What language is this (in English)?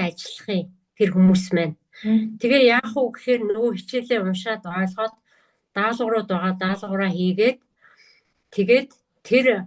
Mongolian